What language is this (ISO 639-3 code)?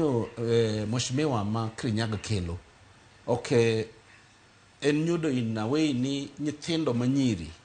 luo